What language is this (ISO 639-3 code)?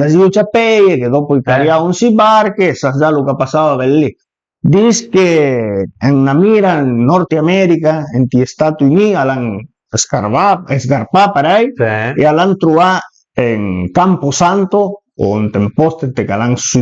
pms